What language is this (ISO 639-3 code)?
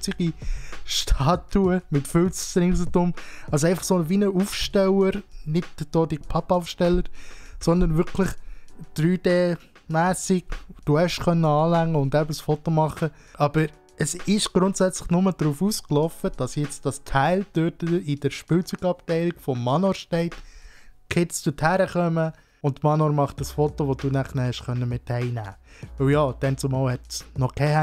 gsw